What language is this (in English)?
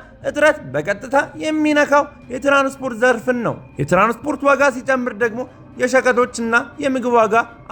Amharic